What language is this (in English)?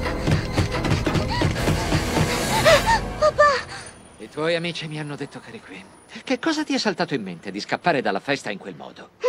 Italian